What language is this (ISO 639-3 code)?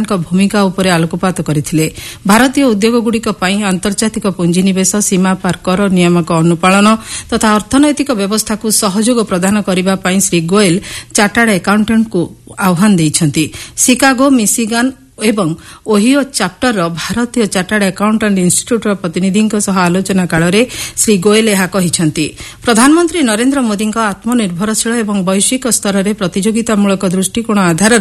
ori